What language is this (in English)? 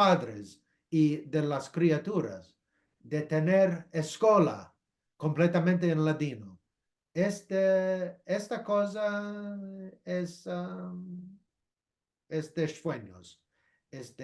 Ladino